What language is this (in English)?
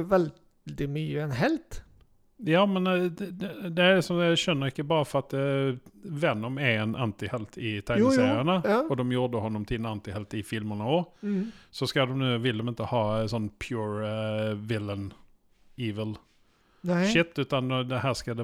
Norwegian